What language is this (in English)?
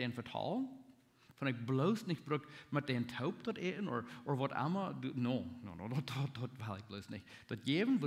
Plautdietsch